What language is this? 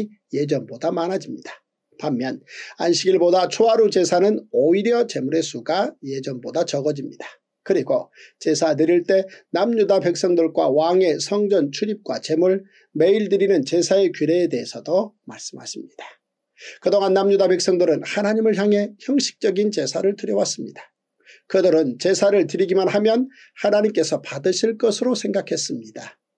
Korean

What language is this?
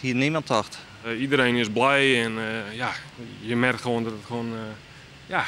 Western Frisian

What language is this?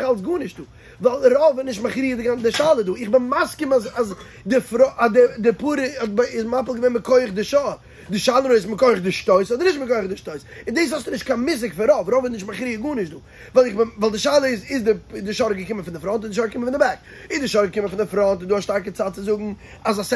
Yiddish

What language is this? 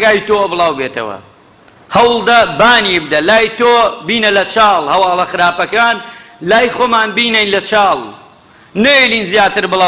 Central Kurdish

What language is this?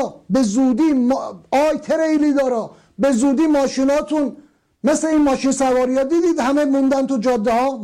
Persian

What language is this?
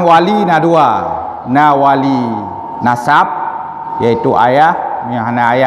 Achinese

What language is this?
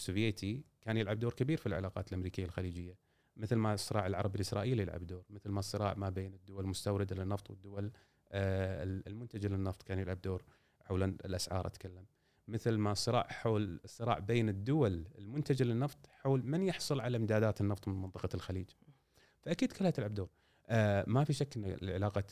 Gulf Arabic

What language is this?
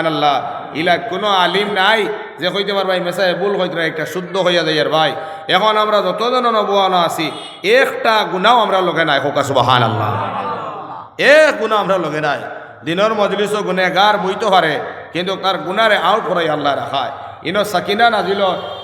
Sylheti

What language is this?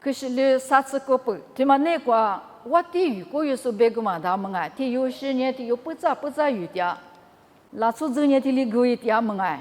Lisu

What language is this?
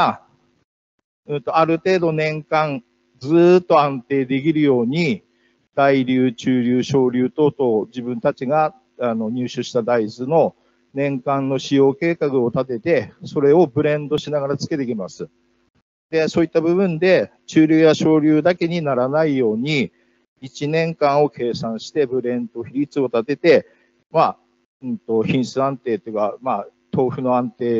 Japanese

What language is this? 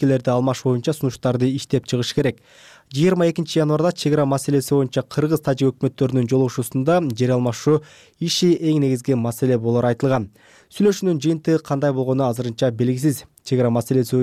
Kyrgyz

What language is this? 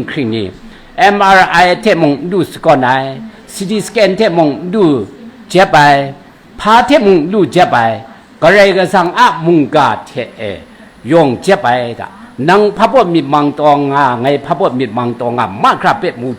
Kachin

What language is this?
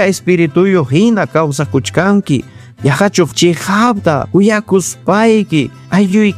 Ayacucho Quechua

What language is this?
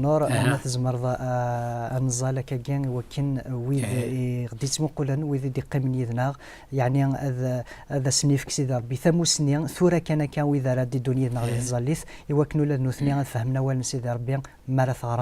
Kabyle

